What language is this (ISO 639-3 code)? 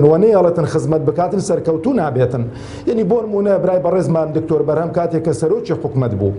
ckb